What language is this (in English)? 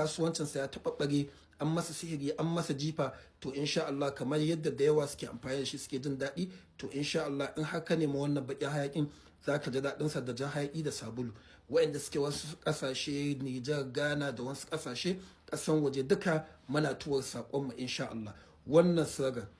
Hausa